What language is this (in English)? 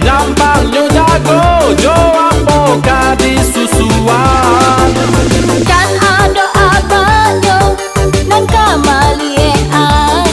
Minangkabau